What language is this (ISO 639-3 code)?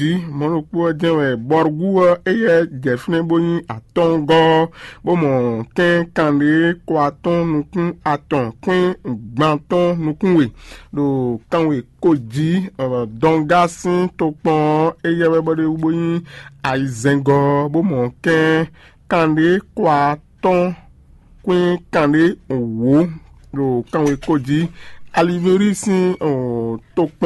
fon